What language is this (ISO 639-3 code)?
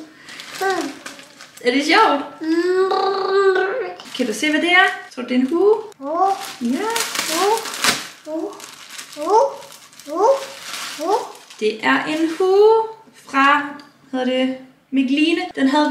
dan